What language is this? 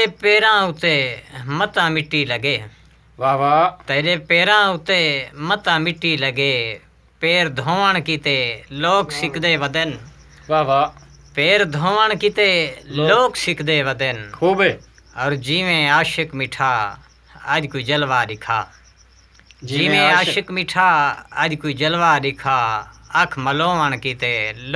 Saraiki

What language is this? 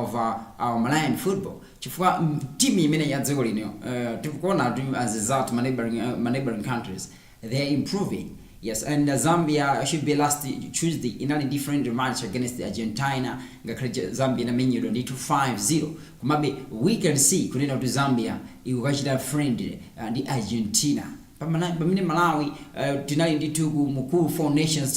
Nyanja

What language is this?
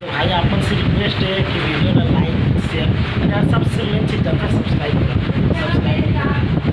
Chhattisgarhi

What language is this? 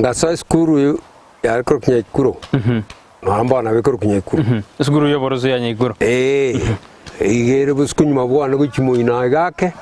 Gusii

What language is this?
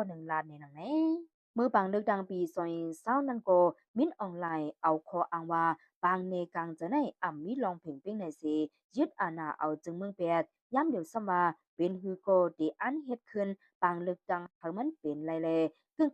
Shan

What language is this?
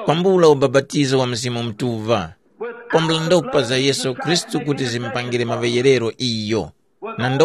Tumbuka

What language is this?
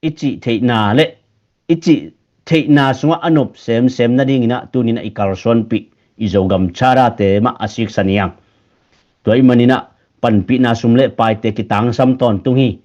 Tedim Chin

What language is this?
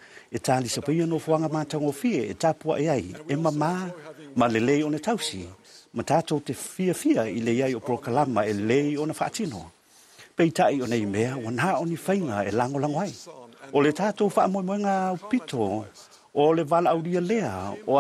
Samoan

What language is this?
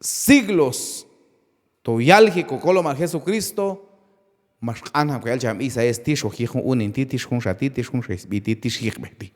Q'anjob'al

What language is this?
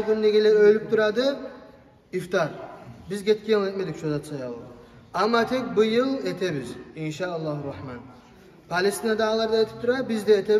Kumyk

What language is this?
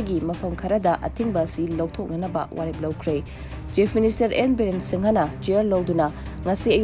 Manipuri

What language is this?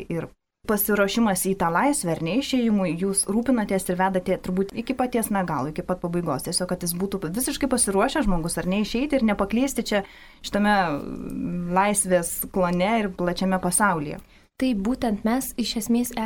Lithuanian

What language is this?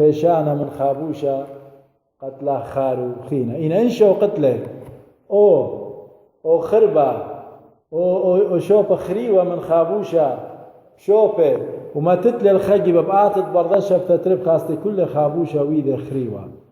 Assyrian Neo-Aramaic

